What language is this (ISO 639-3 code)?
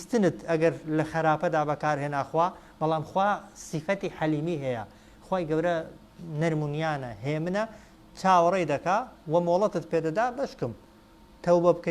ckb